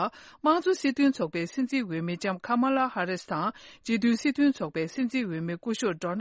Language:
Tibetan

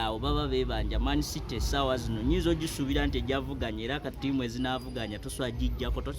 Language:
Ganda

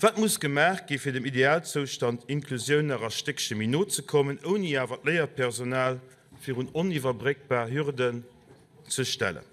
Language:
Luxembourgish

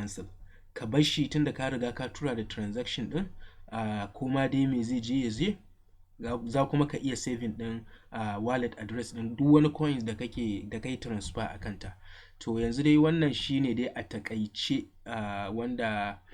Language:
Hausa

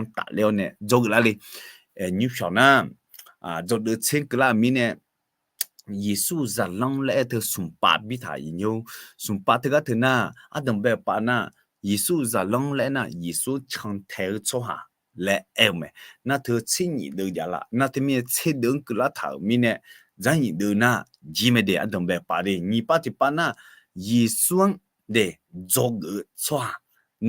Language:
Akha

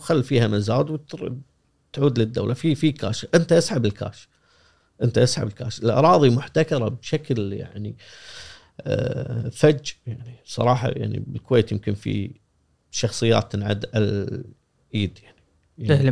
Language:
Gulf Arabic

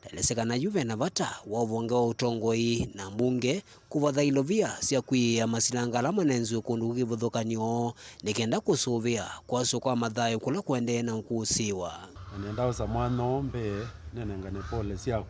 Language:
Kamba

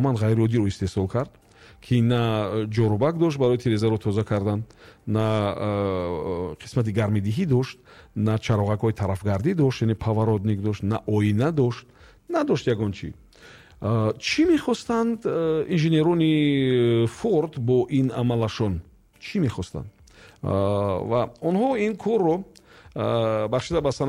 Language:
Tajik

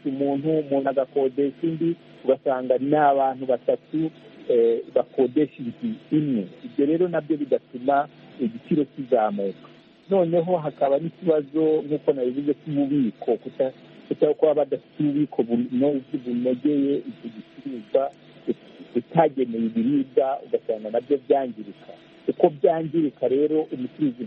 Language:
Kinyarwanda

